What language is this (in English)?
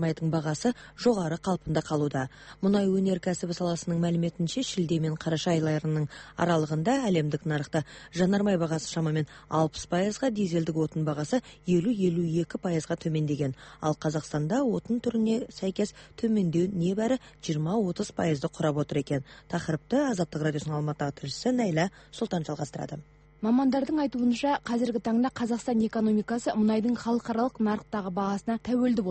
Kazakh